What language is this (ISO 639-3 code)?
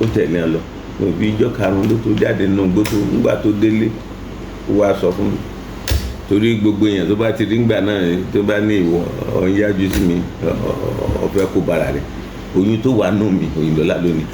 yor